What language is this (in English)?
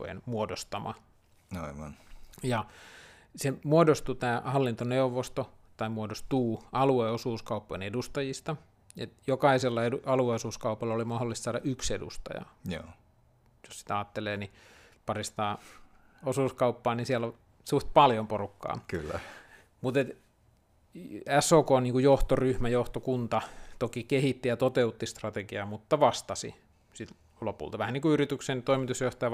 Finnish